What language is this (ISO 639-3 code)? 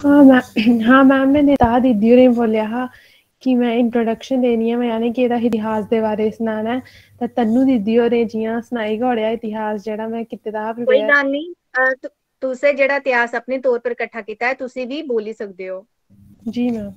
doi